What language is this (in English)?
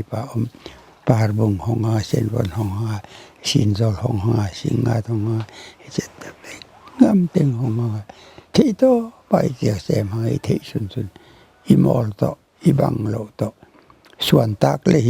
Paite Chin